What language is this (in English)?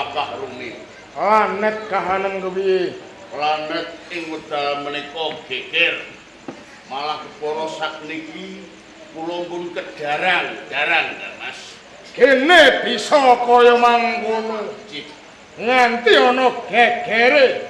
Javanese